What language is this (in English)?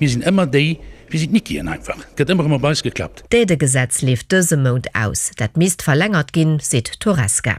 Luxembourgish